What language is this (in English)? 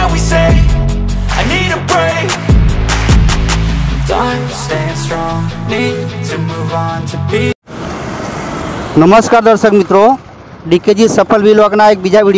Gujarati